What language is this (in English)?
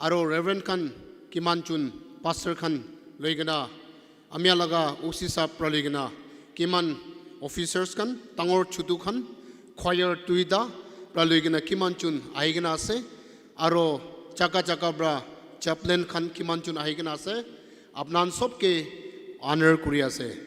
Naga Pidgin